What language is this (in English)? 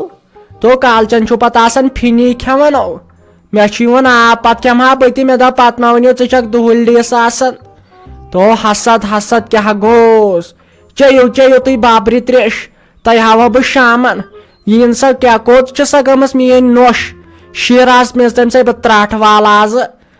Kashmiri